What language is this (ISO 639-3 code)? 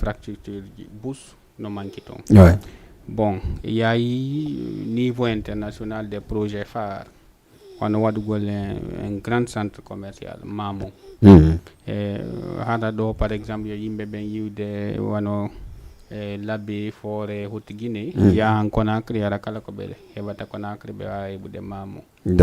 ful